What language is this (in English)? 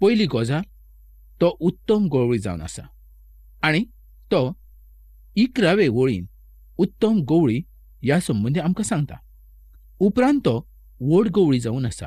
Konkani